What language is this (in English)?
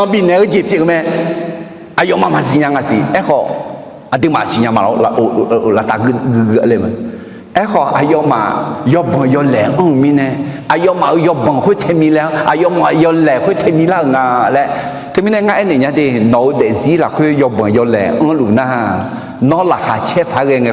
Akha